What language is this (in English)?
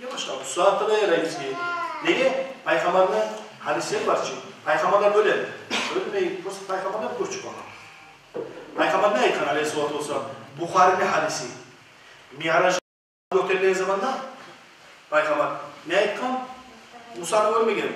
Kumyk